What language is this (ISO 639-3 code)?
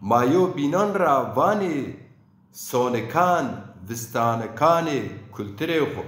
zza